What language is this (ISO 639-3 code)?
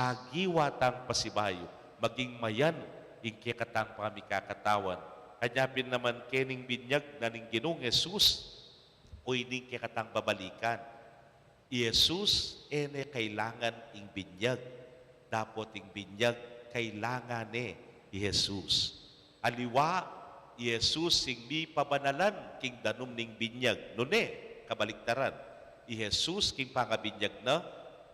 pam